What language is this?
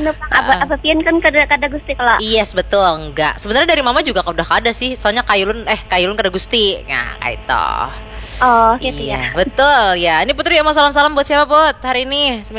Banjar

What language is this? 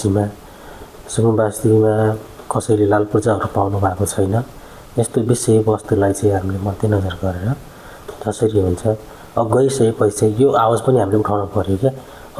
Nepali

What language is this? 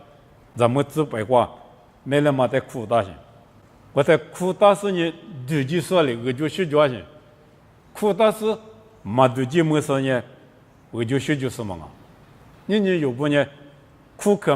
Lisu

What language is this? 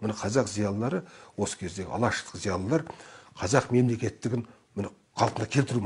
Kazakh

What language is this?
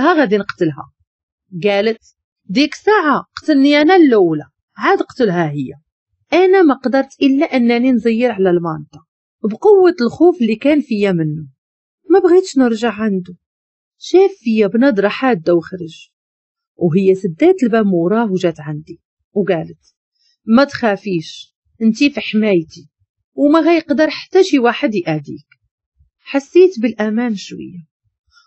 Moroccan Arabic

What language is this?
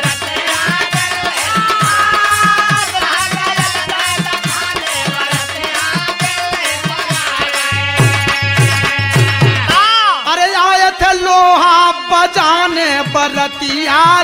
Bhojpuri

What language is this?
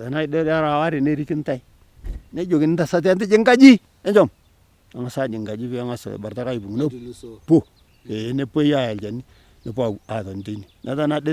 Masai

